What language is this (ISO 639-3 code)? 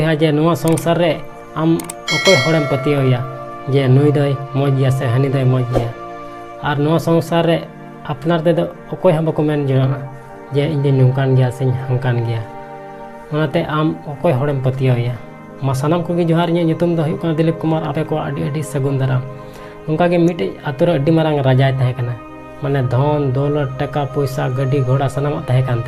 sat